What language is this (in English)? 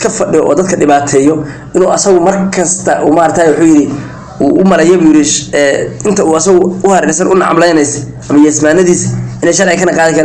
Somali